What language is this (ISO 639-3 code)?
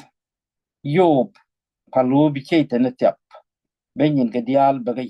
nus